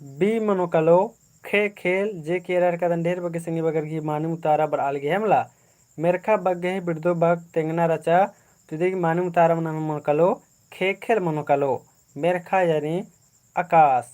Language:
Kurukh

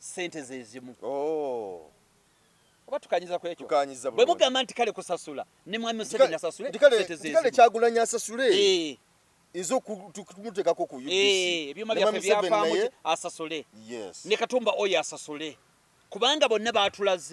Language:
Ganda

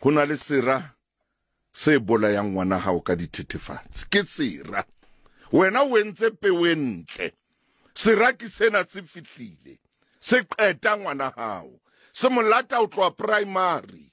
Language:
Southern Sotho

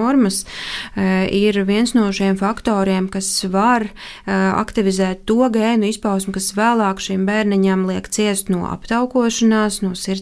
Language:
Latvian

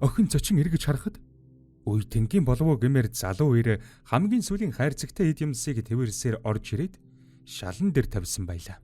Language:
Mongolian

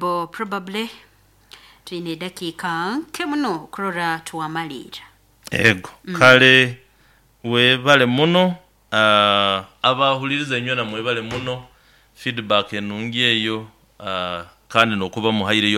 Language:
Nyoro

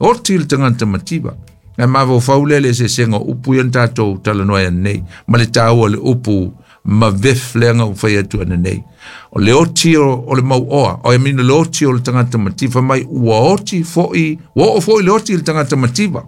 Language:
Samoan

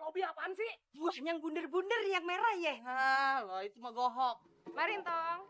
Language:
Betawi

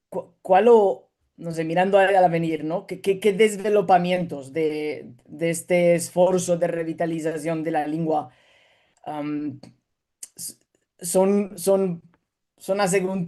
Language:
Ladino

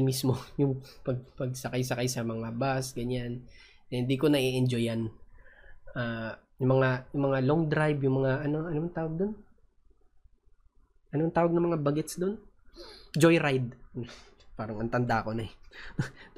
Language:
Filipino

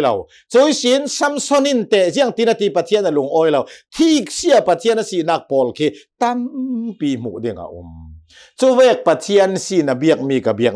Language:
Hakha Chin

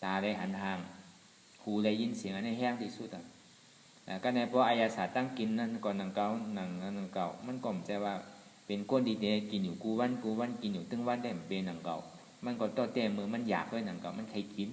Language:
Shan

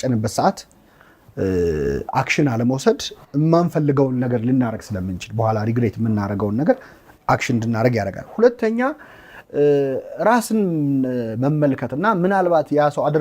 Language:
Amharic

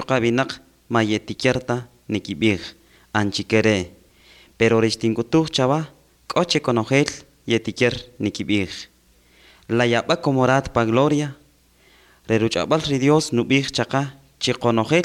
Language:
Kaqchikel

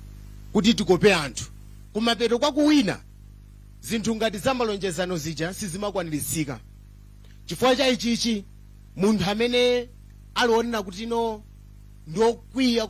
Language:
Nyanja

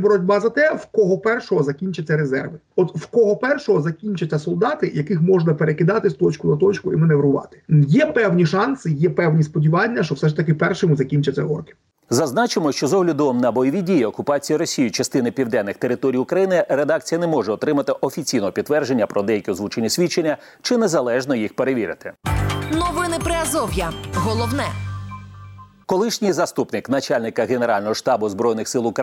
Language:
Ukrainian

